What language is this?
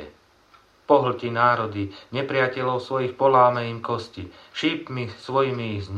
Slovak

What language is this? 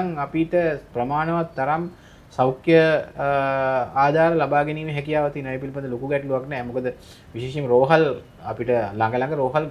Sinhala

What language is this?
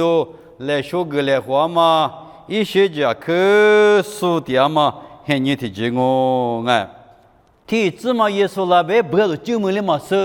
Lisu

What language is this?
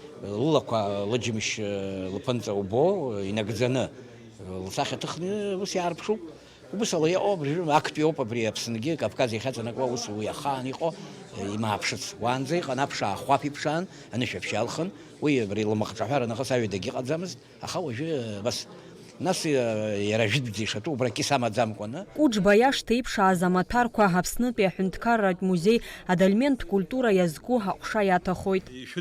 Abkhazian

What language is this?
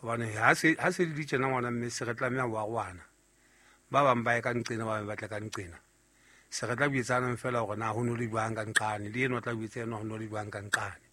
Southern Sotho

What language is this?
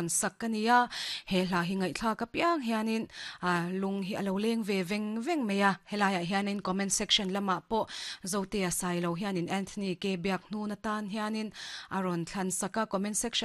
Mizo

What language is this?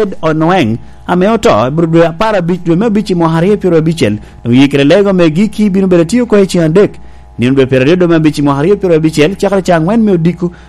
Lango (Uganda)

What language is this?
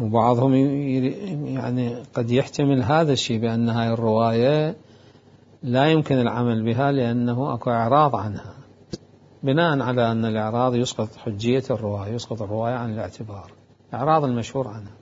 Mesopotamian Arabic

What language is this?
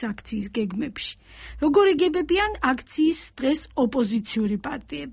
Georgian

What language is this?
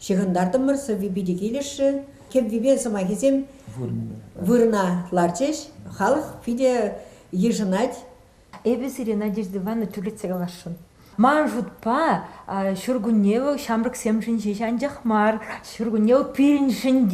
Chuvash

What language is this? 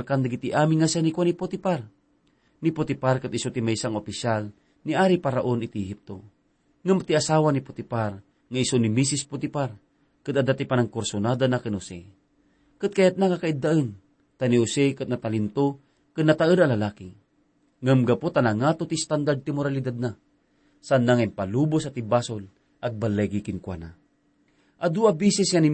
Iloko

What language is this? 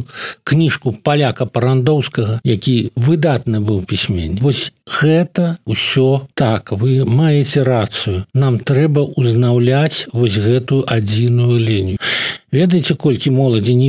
Belarusian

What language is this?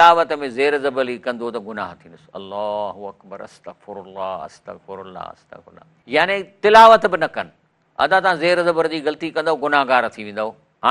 Sindhi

